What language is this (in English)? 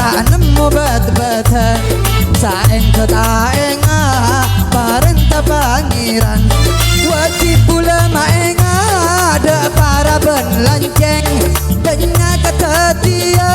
Madurese